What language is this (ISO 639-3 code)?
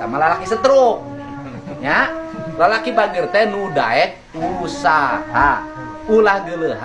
sun